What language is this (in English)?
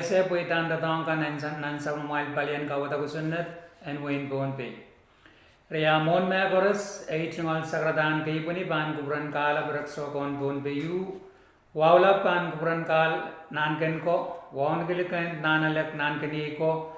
Pohnpeian